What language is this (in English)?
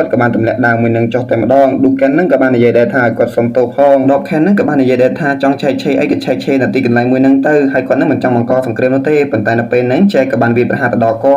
Khmer